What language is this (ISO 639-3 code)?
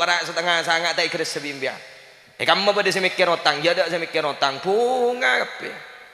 mad